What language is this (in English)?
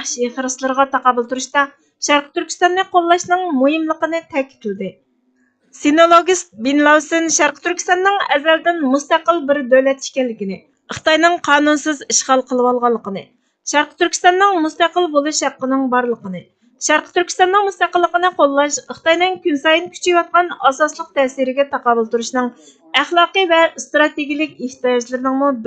Uyghur